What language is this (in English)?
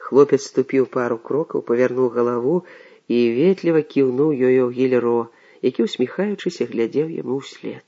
Belarusian